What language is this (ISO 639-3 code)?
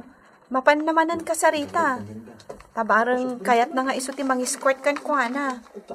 ilo